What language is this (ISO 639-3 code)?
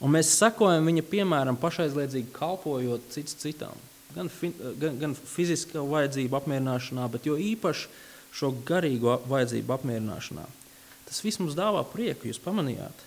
lav